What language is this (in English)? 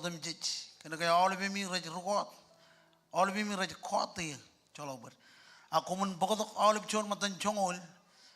Marshallese